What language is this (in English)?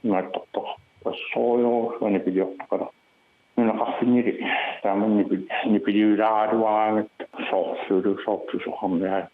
Kalaallisut